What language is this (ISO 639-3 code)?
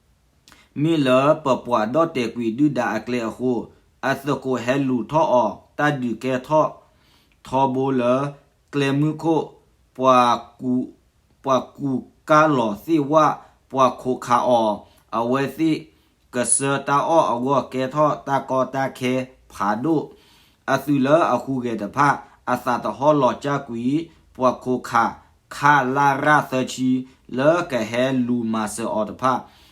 ksw